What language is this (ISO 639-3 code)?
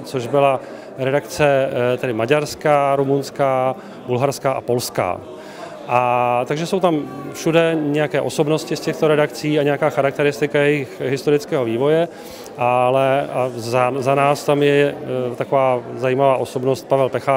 ces